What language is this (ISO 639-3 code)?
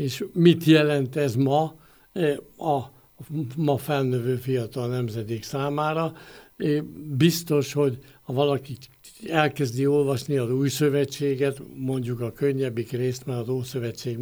hun